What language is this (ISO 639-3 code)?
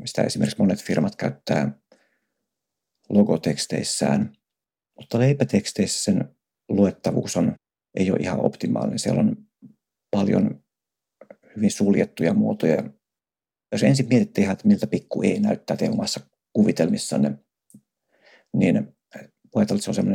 fin